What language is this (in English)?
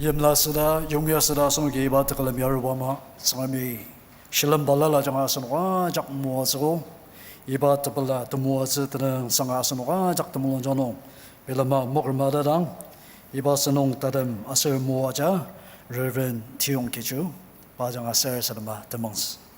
Ao Naga